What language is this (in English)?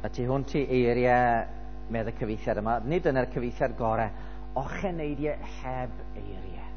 Welsh